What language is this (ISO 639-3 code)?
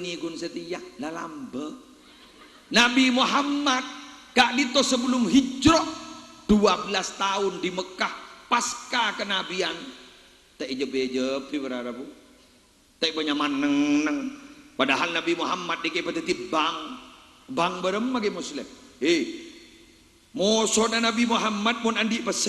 mad